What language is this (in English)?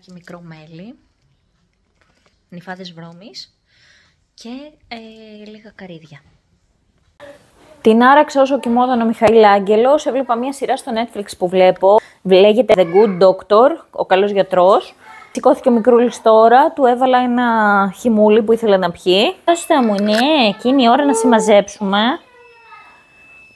Greek